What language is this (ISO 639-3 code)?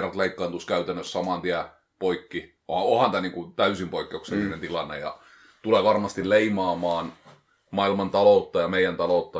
fin